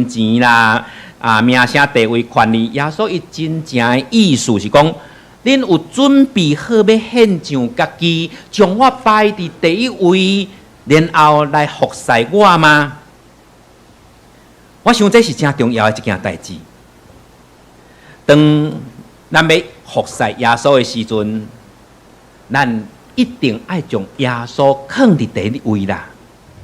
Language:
Min Nan Chinese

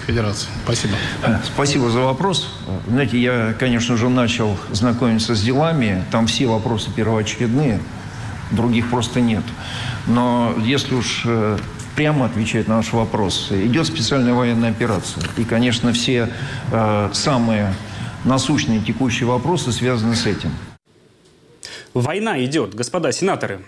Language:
Russian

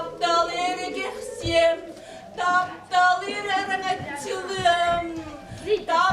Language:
Yakut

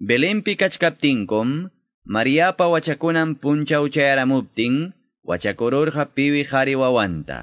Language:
Quechua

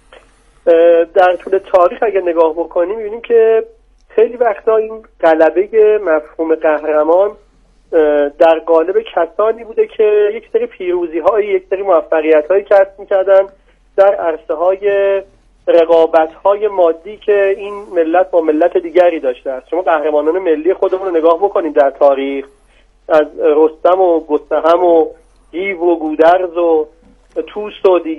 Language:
Persian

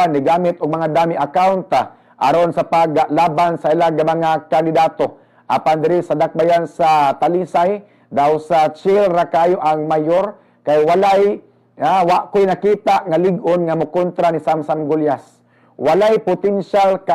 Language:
Cebuano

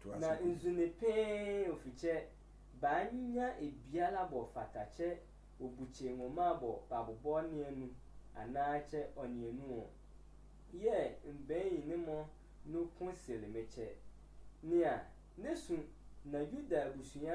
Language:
Sehwi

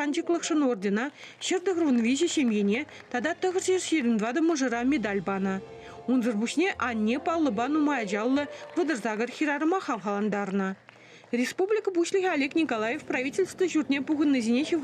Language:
Chuvash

